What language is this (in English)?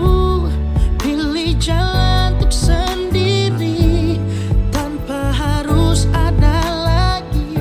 Indonesian